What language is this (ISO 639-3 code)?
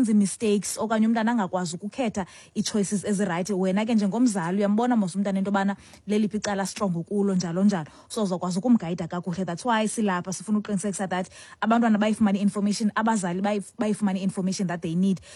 xho